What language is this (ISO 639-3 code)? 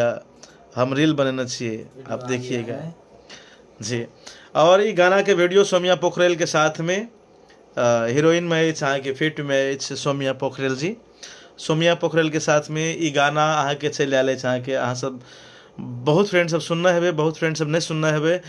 mai